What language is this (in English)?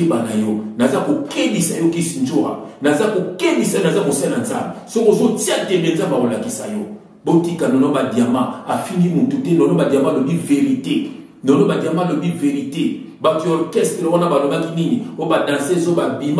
Lingala